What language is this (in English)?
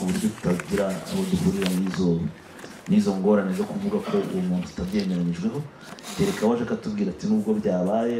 Kinyarwanda